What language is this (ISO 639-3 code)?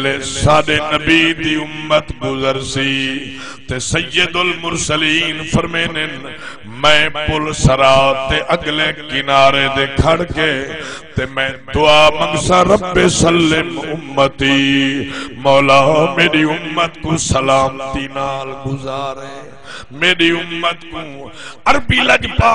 skr